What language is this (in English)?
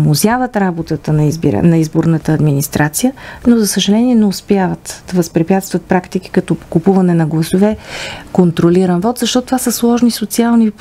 Bulgarian